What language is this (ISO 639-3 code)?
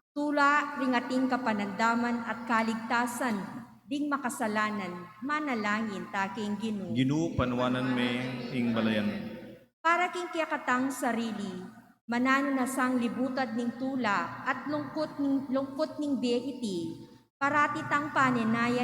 pam